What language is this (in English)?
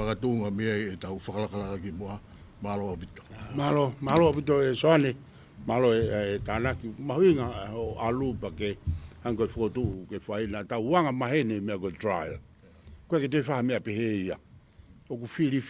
Tongan